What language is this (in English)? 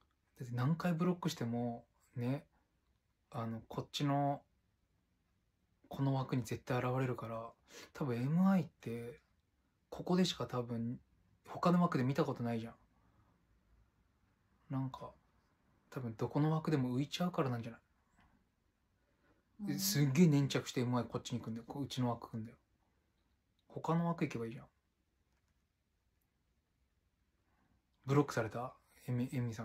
Japanese